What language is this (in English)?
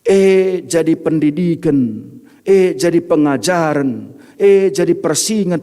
Batak Karo